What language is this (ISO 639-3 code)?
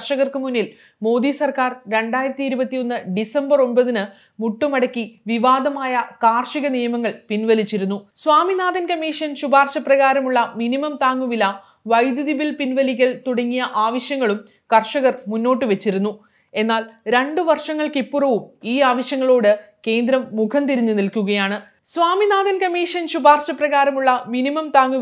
mal